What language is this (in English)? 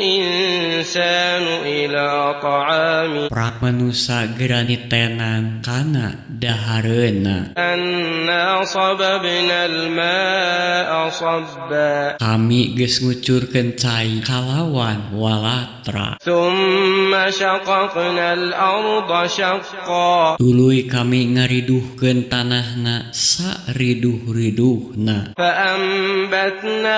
Sundanese